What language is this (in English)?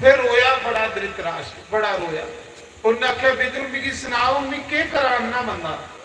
Dogri